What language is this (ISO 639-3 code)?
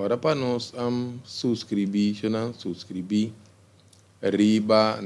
pap